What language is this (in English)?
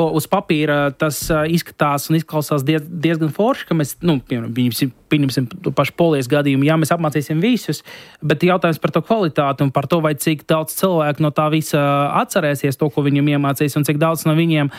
Latvian